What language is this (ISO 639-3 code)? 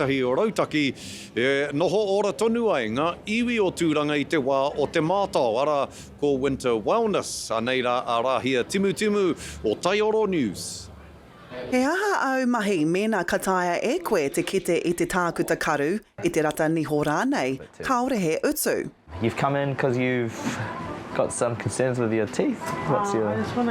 mri